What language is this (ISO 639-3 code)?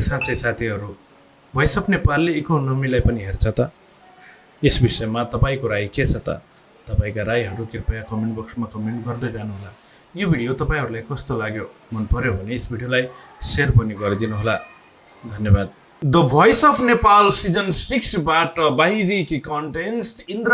nep